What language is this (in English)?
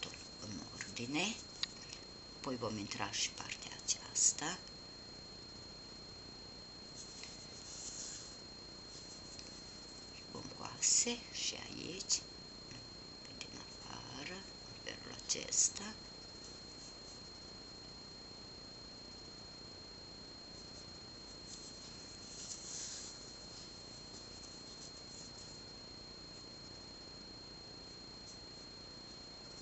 Romanian